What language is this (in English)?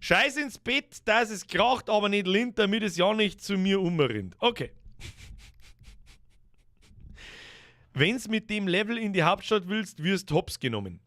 Bavarian